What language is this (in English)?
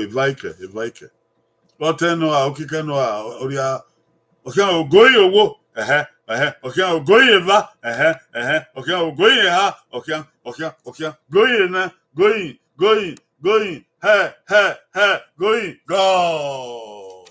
Bini